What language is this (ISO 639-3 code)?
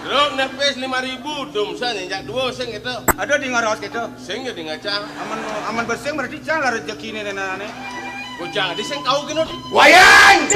ban